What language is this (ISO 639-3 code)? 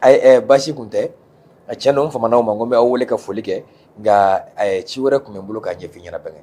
bam